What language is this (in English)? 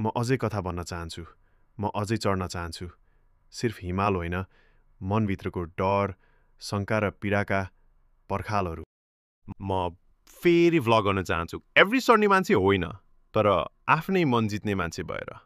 Nepali